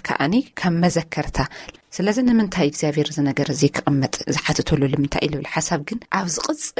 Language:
Tigrinya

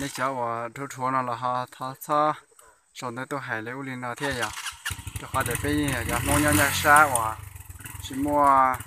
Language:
Hmong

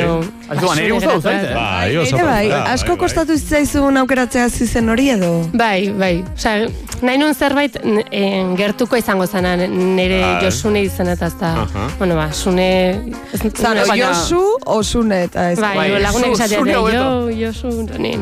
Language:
Basque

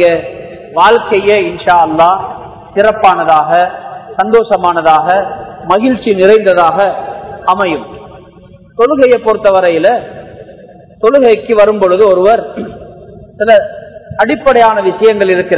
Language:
Tamil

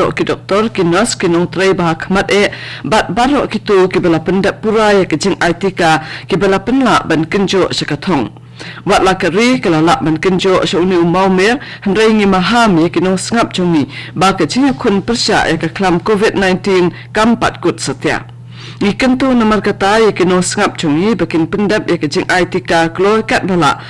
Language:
Khasi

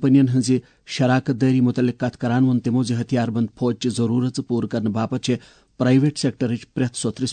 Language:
Kashmiri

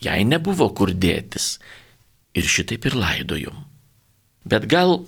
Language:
Lithuanian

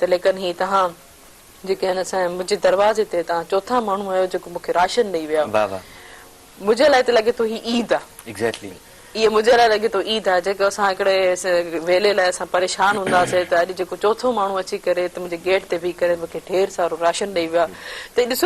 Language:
Sindhi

